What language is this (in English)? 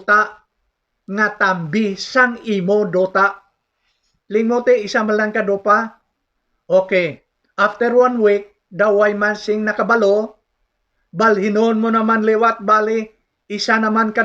Hiligaynon